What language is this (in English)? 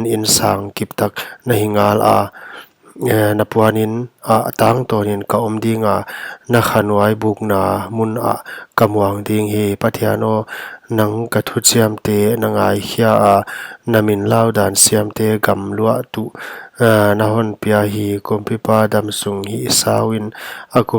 Paite Chin